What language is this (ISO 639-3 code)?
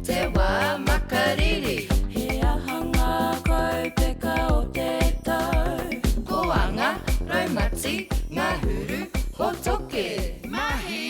mri